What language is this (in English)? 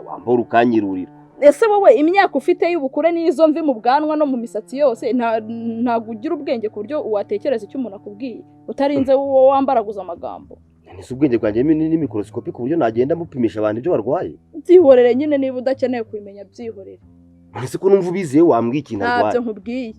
Kinyarwanda